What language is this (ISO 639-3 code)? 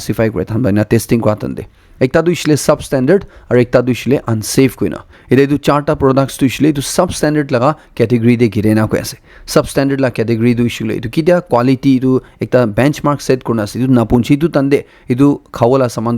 nag